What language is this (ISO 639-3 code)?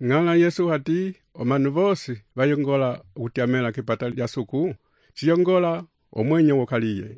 umb